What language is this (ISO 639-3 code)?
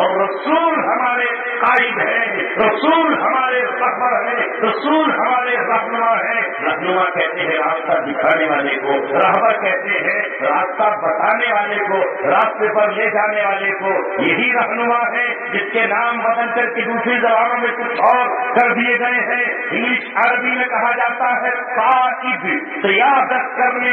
urd